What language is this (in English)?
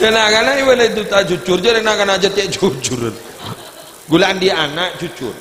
Madurese